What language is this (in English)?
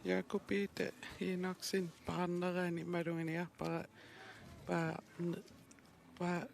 Kalaallisut